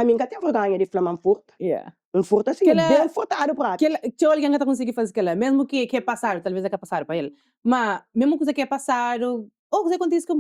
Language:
Kabuverdianu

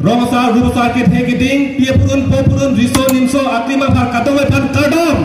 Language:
Karbi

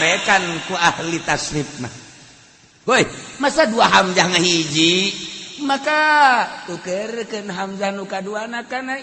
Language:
Sundanese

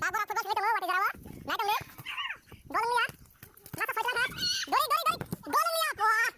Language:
Kok Borok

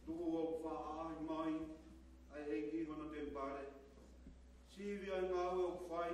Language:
Tongan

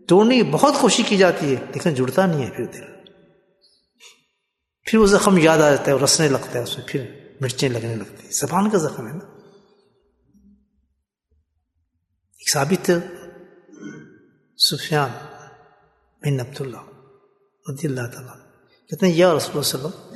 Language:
Urdu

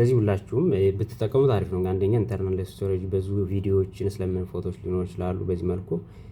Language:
Amharic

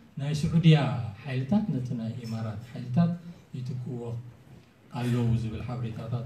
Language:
Tigrinya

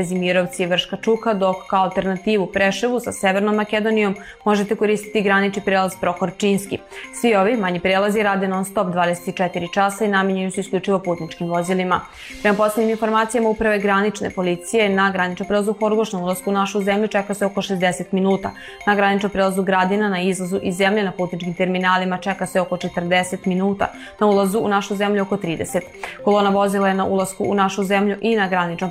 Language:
Serbian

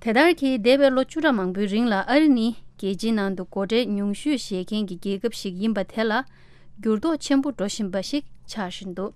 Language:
Tibetan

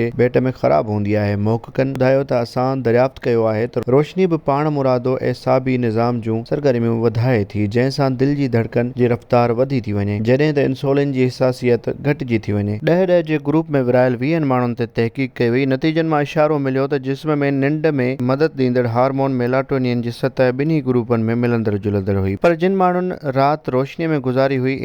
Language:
Sindhi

